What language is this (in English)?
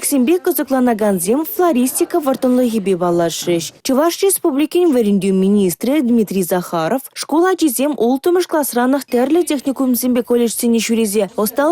Chuvash